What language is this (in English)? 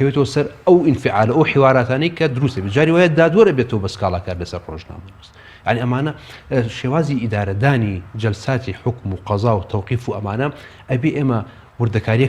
Central Kurdish